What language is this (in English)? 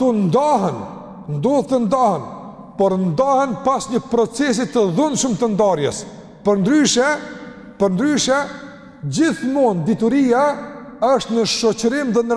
Albanian